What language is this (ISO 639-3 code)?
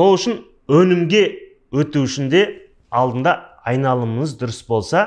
kaz